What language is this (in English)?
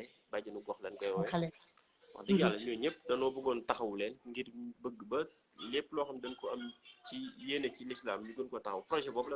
Wolof